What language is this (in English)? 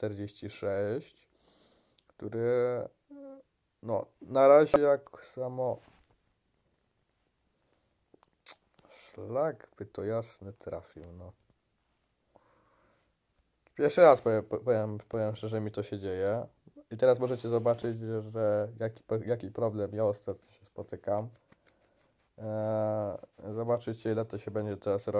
Polish